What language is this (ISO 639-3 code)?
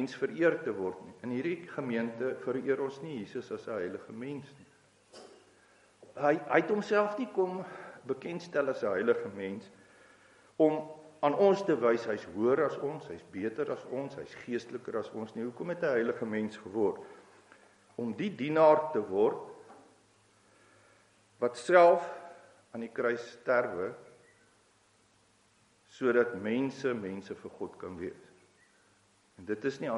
afr